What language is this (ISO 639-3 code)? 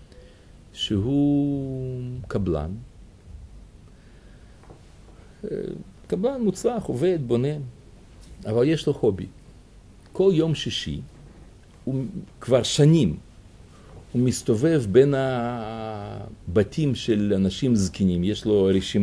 heb